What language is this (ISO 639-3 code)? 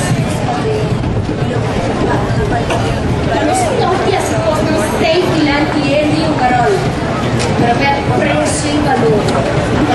pap